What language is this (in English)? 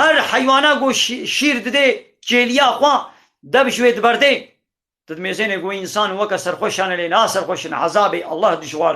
Kurdish